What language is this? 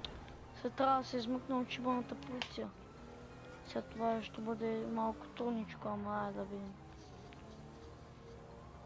Bulgarian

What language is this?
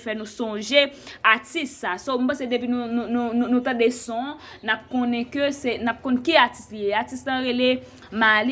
Haitian Creole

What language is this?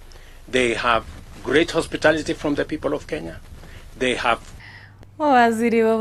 Gusii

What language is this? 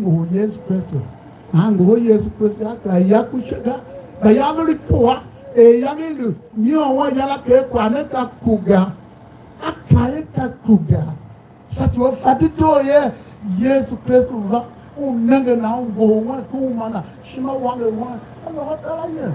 Tiv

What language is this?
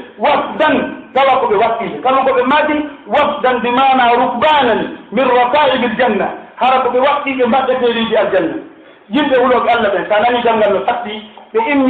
Pular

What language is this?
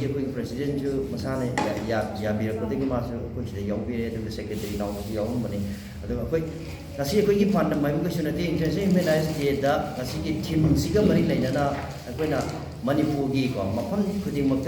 Manipuri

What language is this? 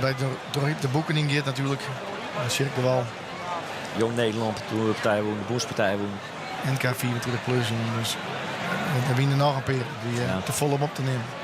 Western Frisian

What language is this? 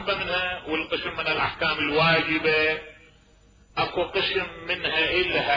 Mesopotamian Arabic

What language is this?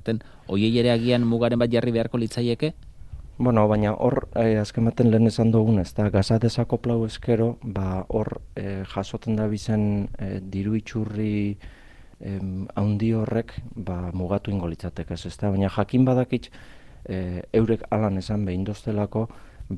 Basque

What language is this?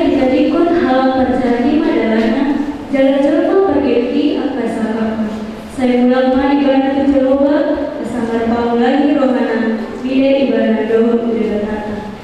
Batak Toba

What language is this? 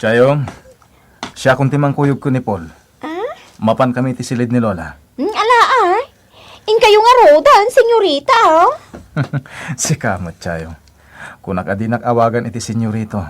Iloko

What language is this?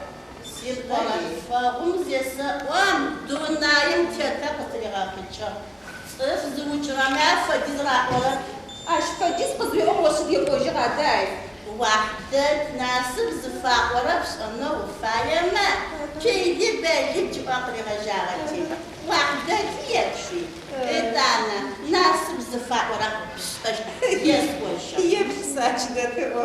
Adyghe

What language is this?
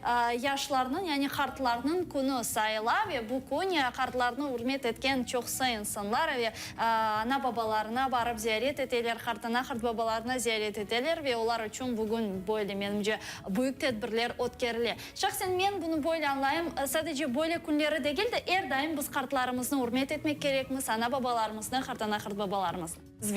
Crimean Tatar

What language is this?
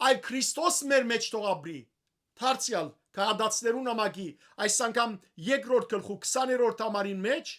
Western Armenian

